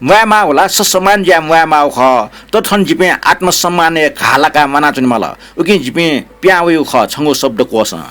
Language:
Newari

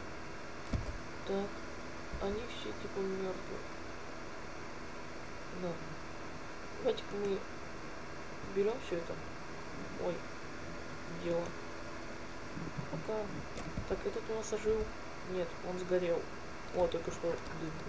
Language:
Russian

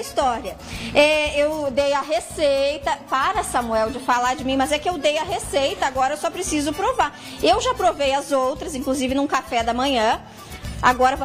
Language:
Portuguese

